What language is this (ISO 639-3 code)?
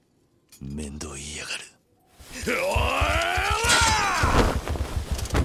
jpn